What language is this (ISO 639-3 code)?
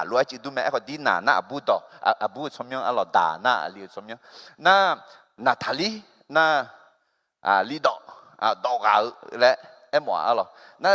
ahk